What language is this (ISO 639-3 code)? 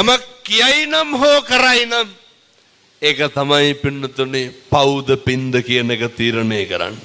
sin